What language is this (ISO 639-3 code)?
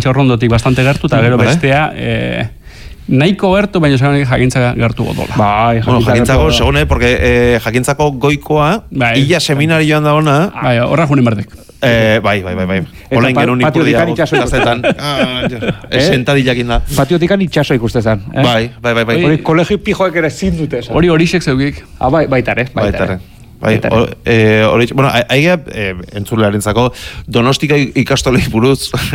eus